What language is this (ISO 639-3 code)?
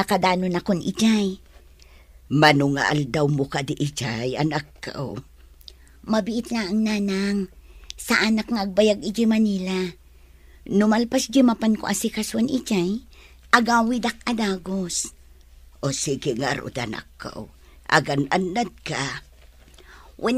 ilo